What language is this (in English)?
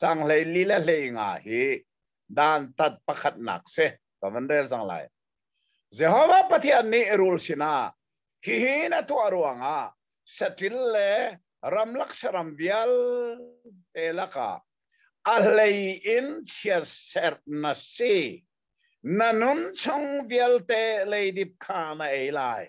Hakha Chin